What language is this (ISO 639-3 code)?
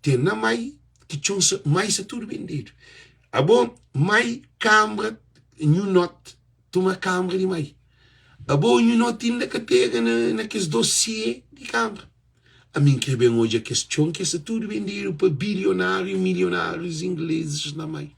kea